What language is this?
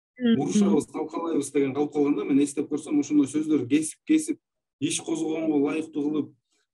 Kyrgyz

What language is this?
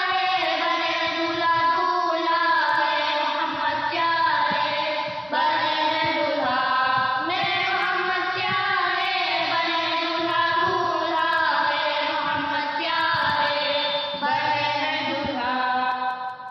Urdu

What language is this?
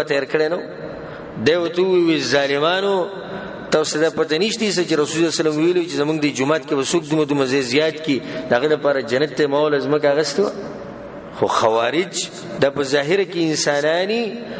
Pashto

